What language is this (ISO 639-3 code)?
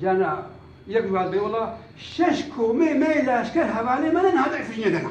kur